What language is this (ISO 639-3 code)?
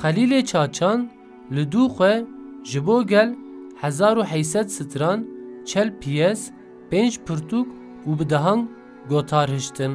kur